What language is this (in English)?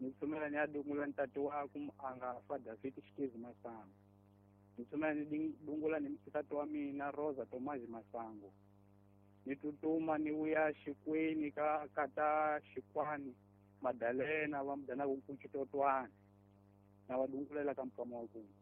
Tsonga